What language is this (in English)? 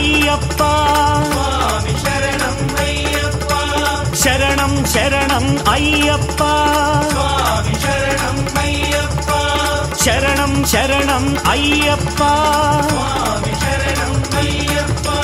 Telugu